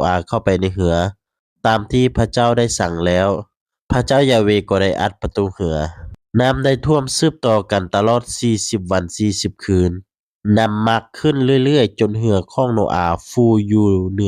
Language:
Lao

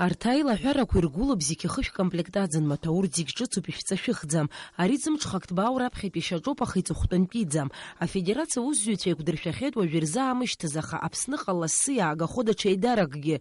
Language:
Abkhazian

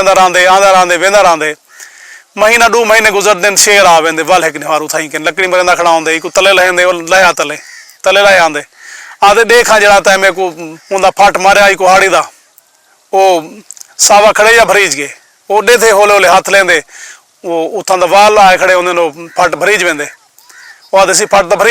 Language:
Saraiki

